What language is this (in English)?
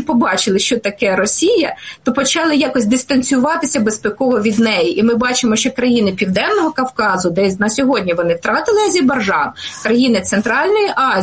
Ukrainian